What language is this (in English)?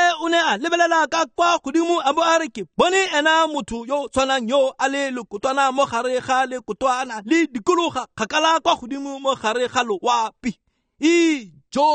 Tswana